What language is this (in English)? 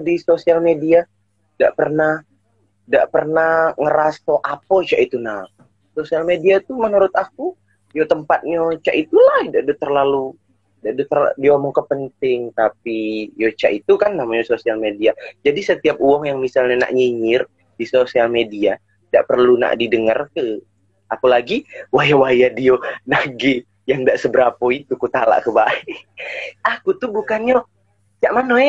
Musi